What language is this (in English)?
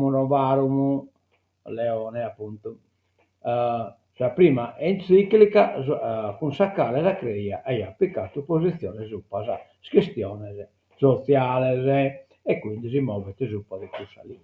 Sardinian